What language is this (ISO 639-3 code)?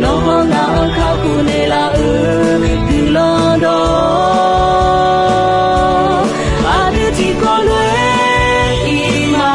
ahk